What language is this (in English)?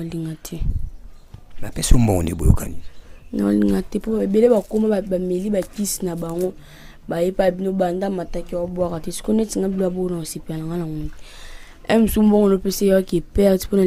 Lingala